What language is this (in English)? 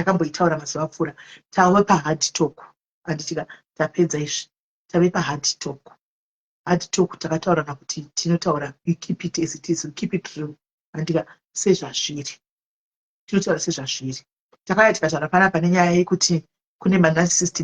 Shona